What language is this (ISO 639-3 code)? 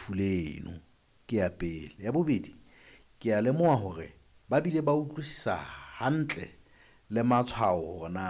sot